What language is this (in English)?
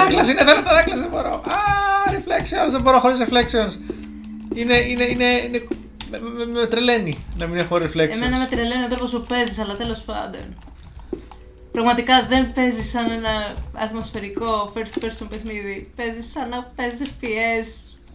Greek